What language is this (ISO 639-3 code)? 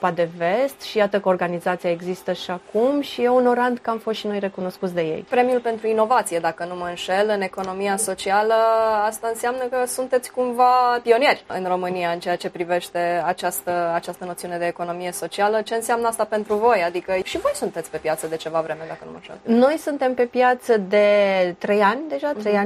ron